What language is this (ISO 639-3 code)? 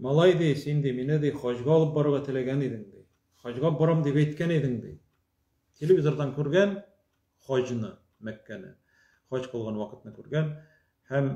tat